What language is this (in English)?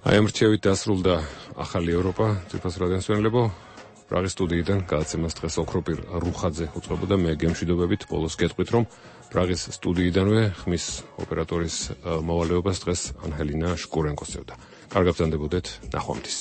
Georgian